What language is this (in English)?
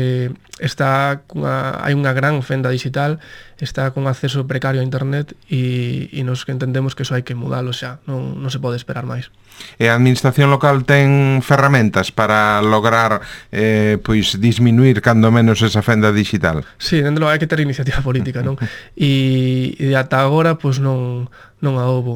Galician